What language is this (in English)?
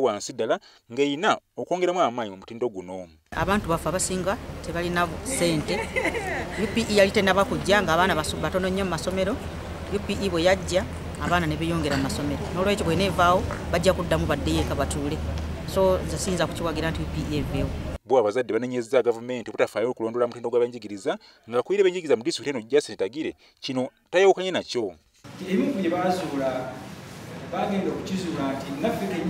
Ganda